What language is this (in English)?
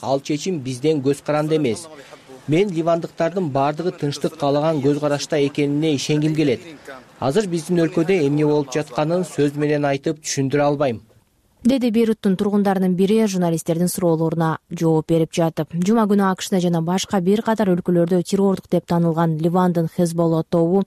Kyrgyz